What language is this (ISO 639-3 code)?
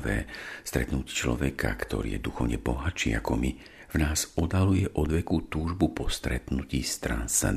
slk